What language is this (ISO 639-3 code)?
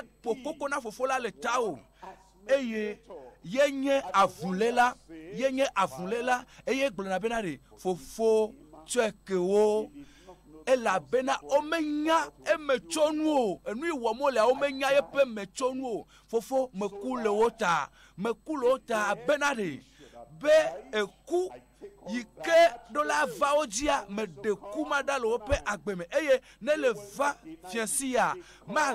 ewe